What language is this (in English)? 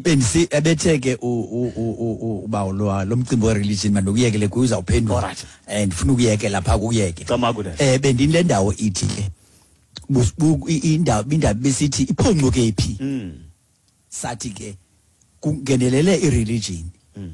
Xhosa